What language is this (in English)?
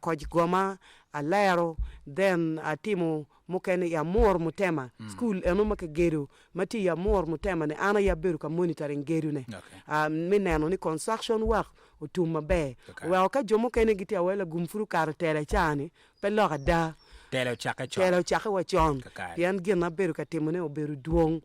Acoli